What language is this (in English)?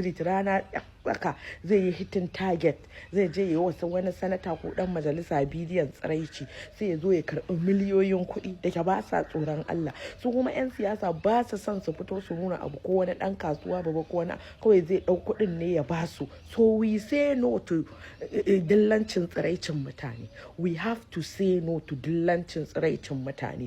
Hausa